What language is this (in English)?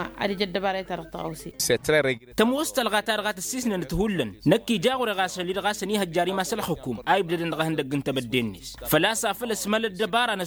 Tamasheq